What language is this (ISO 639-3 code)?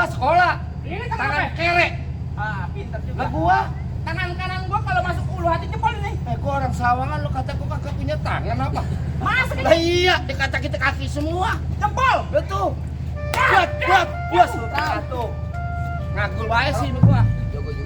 bew